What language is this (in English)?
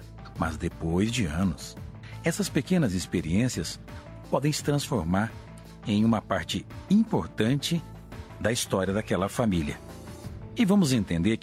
Portuguese